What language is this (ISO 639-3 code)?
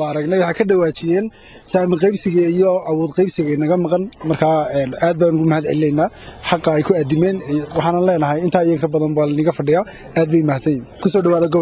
som